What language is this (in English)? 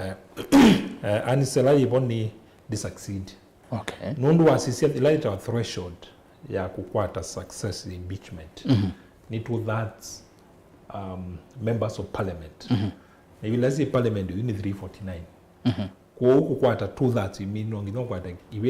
Kamba